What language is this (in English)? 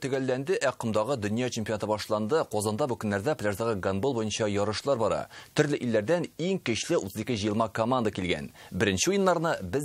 Tatar